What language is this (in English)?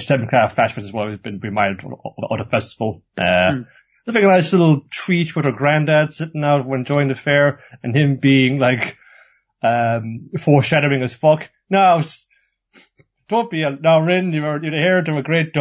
English